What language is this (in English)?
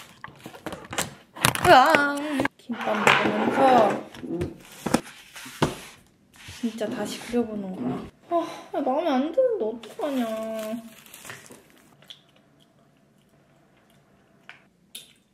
Korean